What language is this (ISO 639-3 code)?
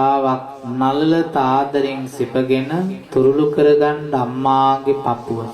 sin